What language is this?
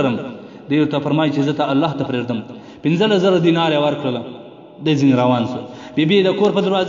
Pashto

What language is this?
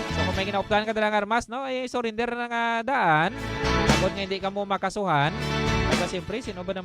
Hiligaynon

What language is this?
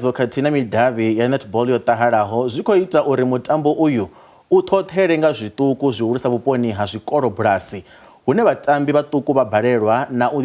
Venda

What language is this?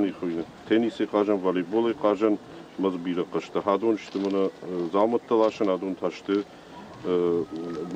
Ossetic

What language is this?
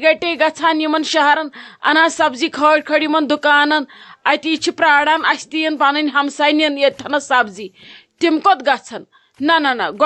Kashmiri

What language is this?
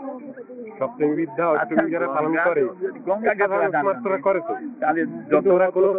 Bangla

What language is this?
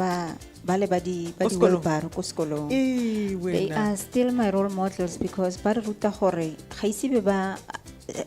Tswana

